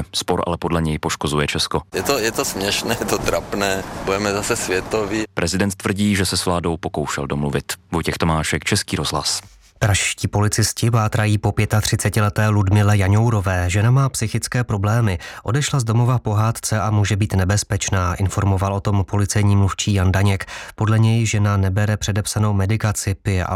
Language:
Czech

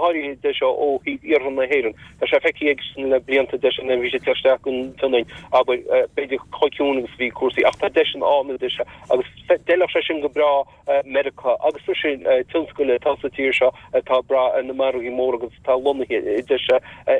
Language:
Irish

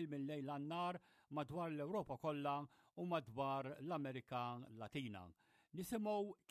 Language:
Maltese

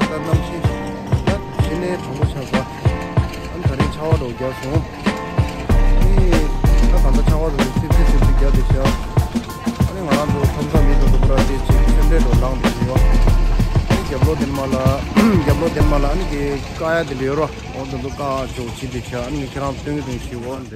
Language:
Tibetan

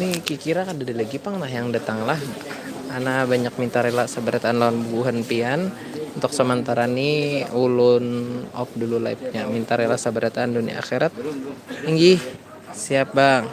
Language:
Banjar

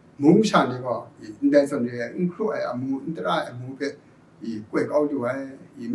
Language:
Kachin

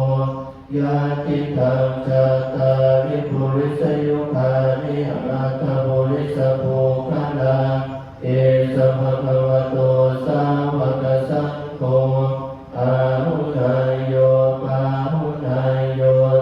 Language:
Pali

